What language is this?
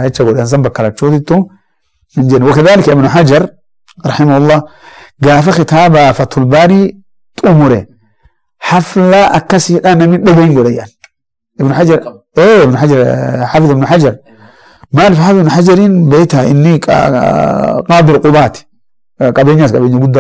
Oromo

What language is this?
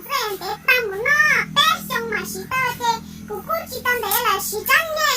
Hmong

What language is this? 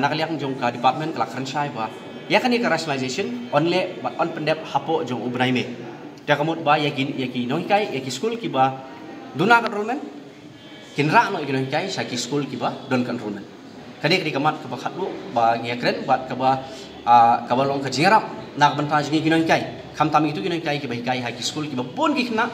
Khasi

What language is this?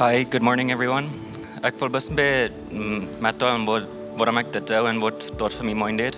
Plautdietsch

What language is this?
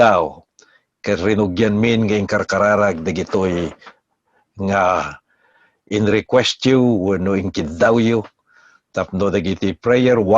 Iloko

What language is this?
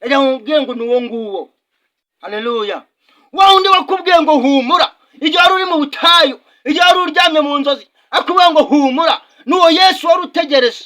Kinyarwanda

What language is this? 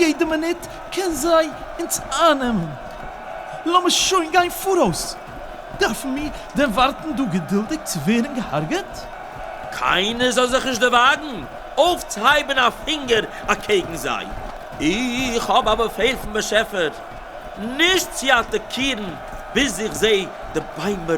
Yiddish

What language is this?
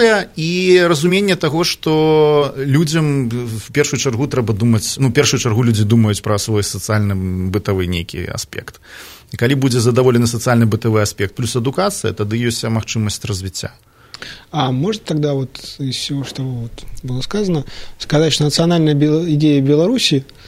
Belarusian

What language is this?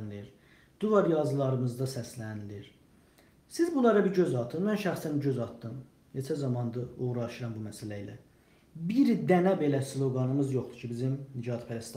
South Azerbaijani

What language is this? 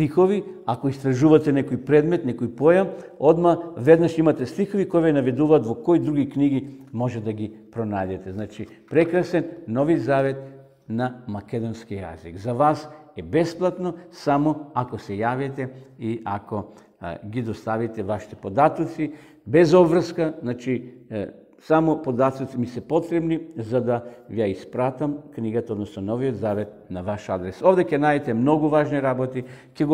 Macedonian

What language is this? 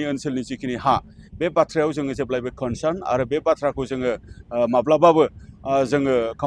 Bodo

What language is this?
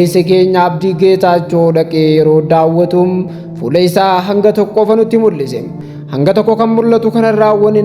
Oromo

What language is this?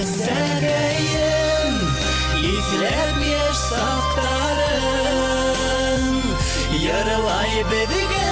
Bashkir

